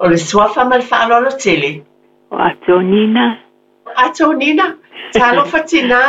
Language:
Samoan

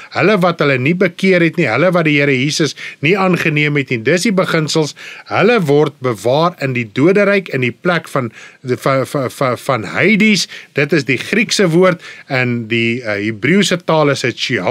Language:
Afrikaans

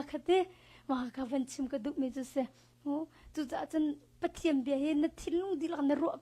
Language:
Hakha Chin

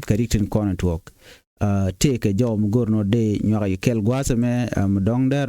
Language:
Nuer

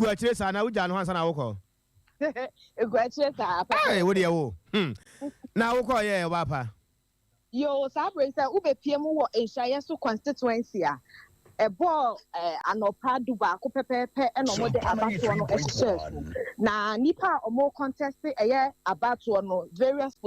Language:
Akan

